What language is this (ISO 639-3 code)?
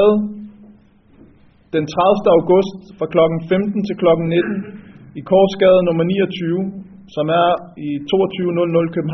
dan